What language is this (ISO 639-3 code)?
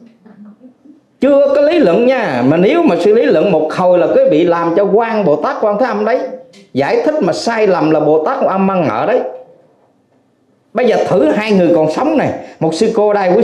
vie